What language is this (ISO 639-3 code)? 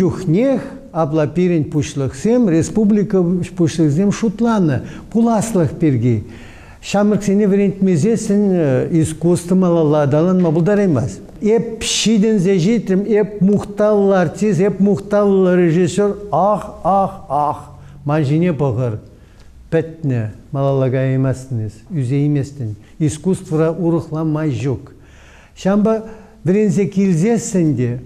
chv